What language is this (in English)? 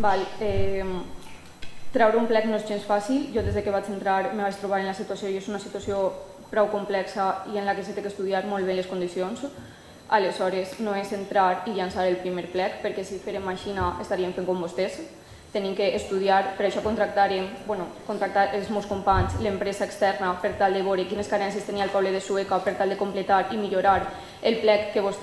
Catalan